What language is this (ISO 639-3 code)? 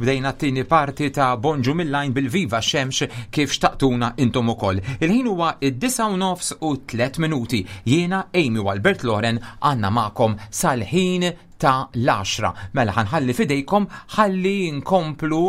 mlt